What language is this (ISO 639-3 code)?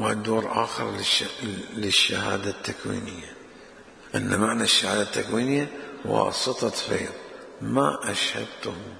acm